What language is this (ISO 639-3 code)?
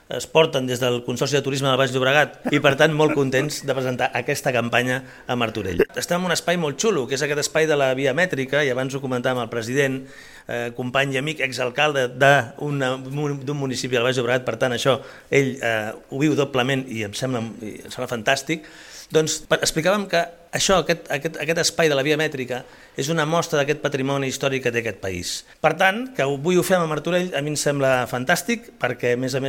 cat